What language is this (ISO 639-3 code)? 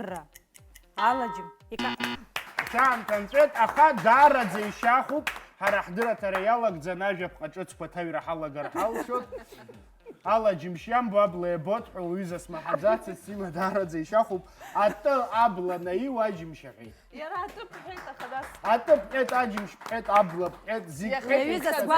abk